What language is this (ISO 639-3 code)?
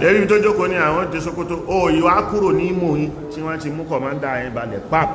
yor